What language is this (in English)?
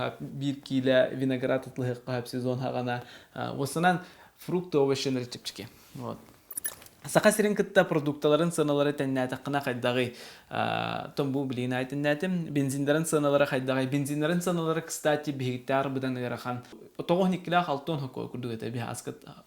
Yakut